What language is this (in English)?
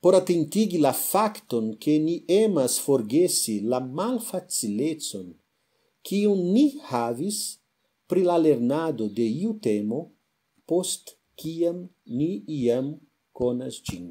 Esperanto